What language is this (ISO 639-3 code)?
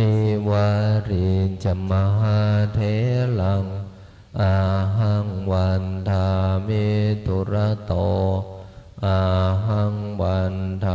pli